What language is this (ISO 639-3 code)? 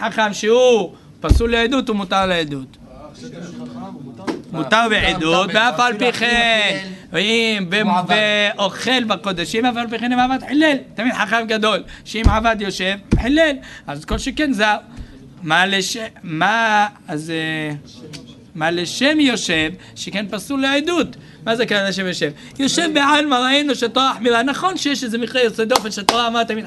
heb